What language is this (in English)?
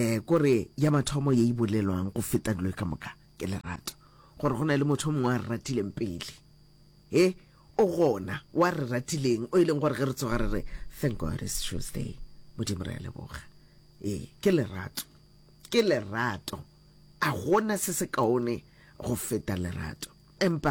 Northern Sotho